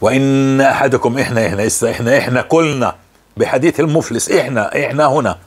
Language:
North Levantine Arabic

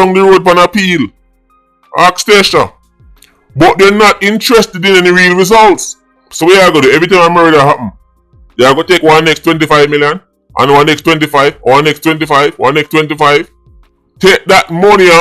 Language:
Jamaican Creole English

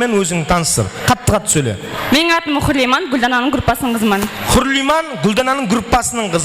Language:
Kara-Kalpak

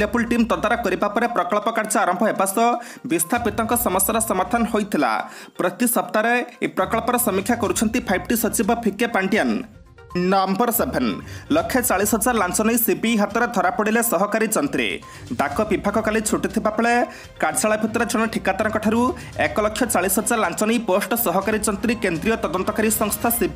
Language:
Odia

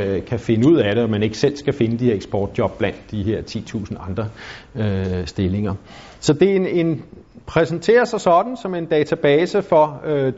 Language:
Danish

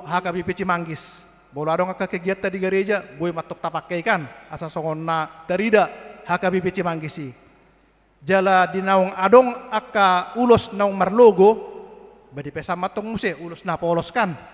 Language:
Batak Toba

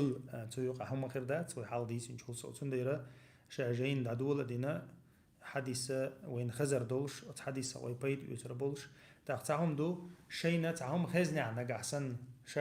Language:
Chechen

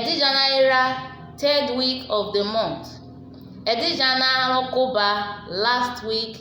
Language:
Urhobo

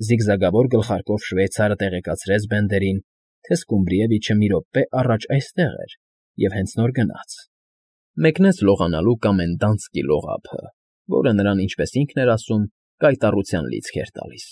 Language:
Armenian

